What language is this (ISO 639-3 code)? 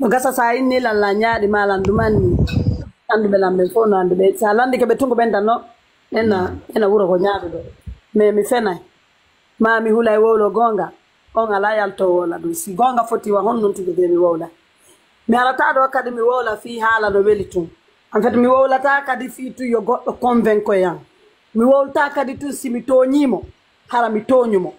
ful